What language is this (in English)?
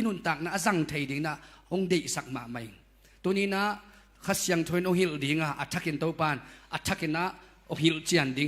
Tedim Chin